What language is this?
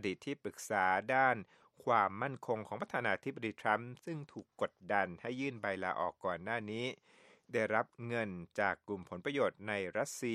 Thai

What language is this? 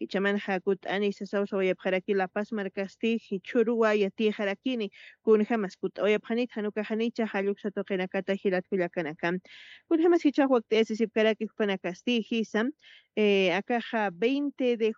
Aymara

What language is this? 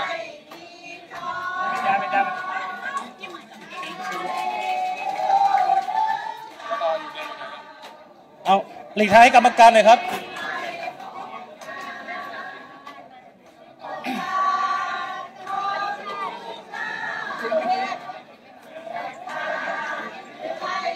Thai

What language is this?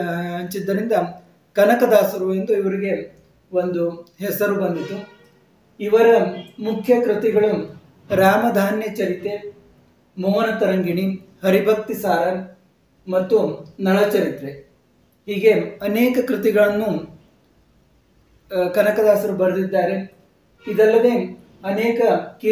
Kannada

